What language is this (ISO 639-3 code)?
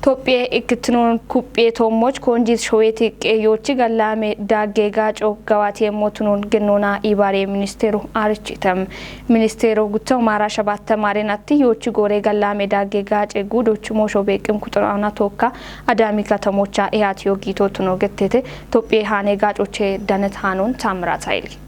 kbr